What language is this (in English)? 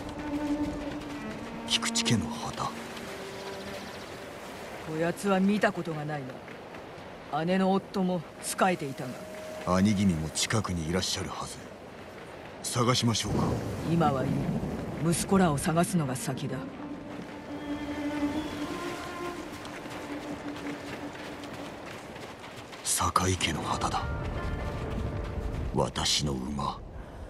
Japanese